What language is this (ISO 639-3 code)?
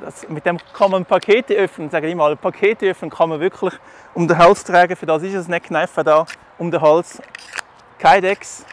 gsw